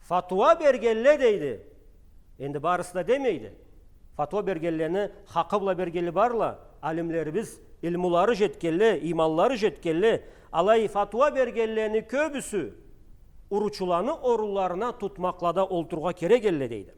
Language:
Karachay-Balkar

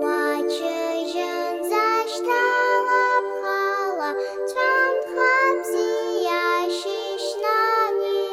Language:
Abkhazian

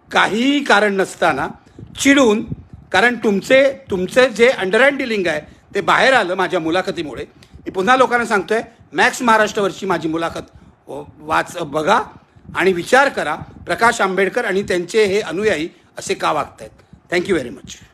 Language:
Marathi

